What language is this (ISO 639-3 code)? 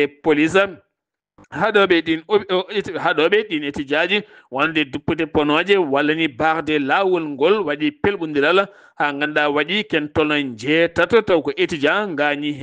ful